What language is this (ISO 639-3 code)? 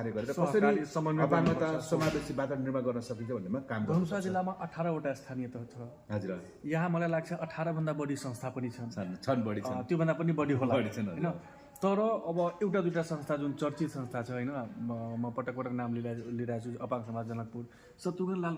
nep